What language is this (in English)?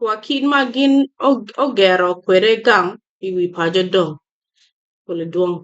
Acoli